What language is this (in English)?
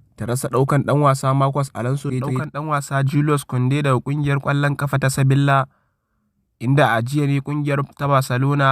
Hausa